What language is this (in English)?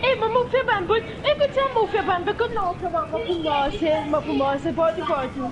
Morisyen